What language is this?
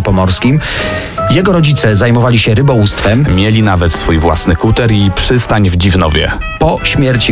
Polish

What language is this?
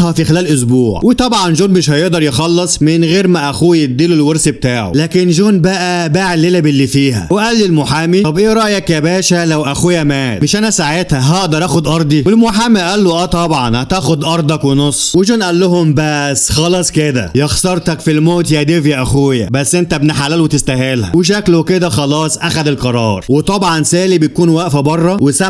Egyptian Arabic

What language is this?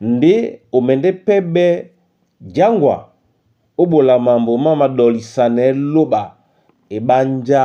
Duala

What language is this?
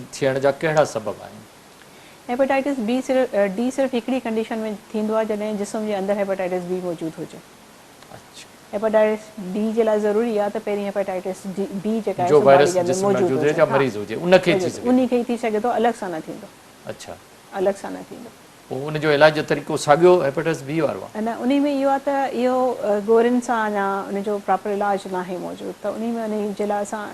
Sindhi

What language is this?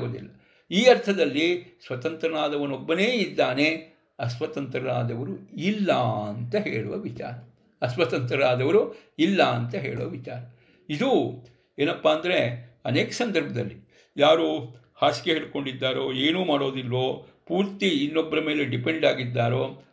Kannada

